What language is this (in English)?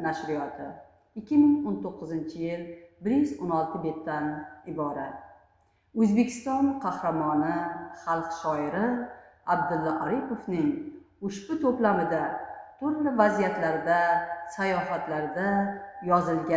Uzbek